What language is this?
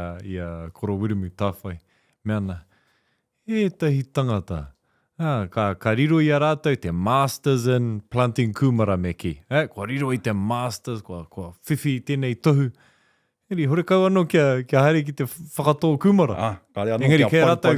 Māori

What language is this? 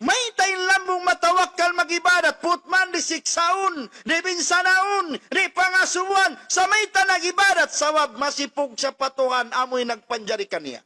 Tausug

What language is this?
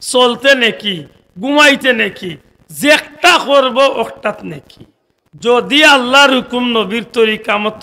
Sylheti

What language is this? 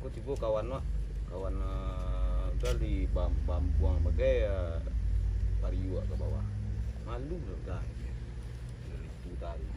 Minangkabau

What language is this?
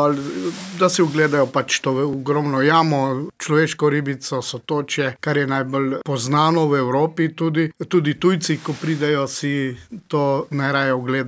Slovenian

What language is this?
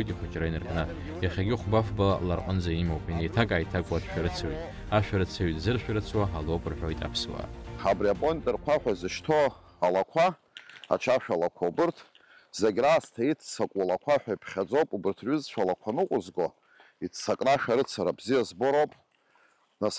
Abkhazian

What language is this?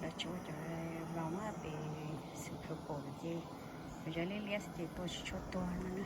Hmong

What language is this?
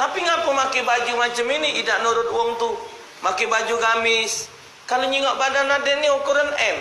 Musi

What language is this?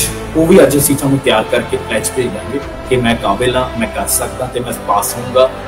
Punjabi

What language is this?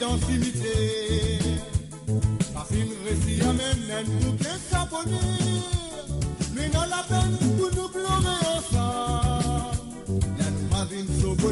Morisyen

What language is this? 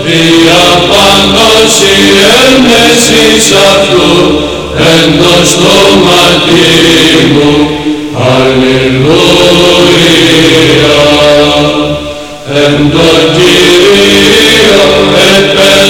Greek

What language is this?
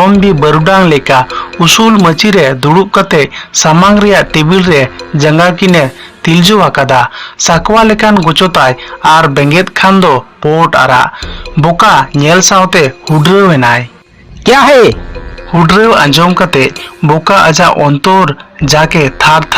Santali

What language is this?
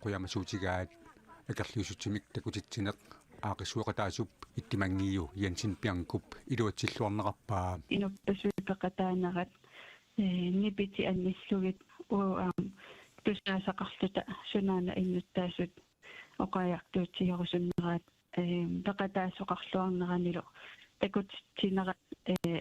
Kalaallisut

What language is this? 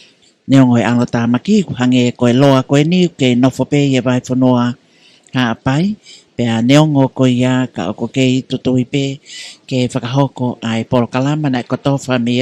Tongan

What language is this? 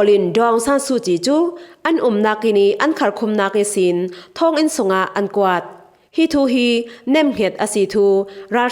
Falam Chin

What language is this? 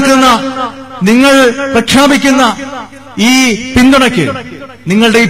Malayalam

